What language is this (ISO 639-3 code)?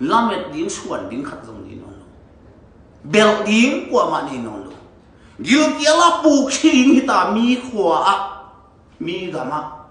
ctd